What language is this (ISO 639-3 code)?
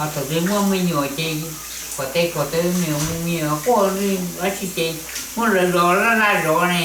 hmn